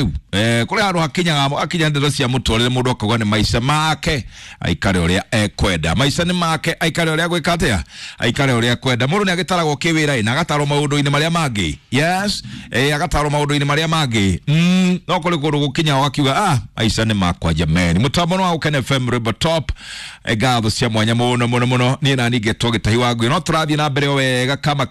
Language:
Kikuyu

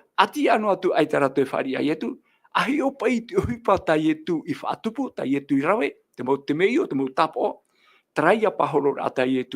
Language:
Tahitian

